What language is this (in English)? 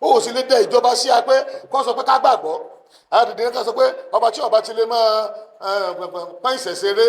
Yoruba